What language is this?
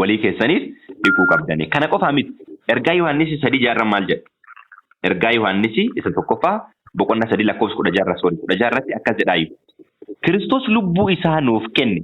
Oromo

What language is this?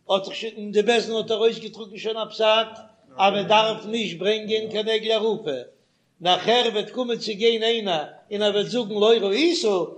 Yiddish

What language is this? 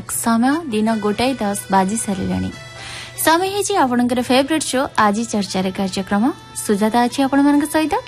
Odia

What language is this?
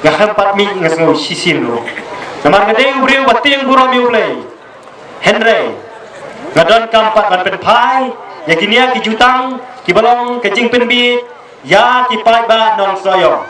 Khasi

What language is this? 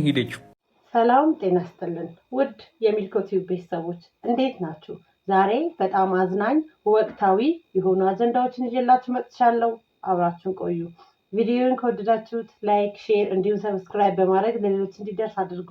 Amharic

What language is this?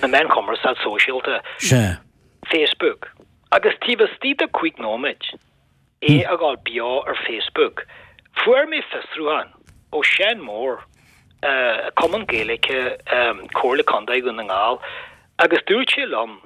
Irish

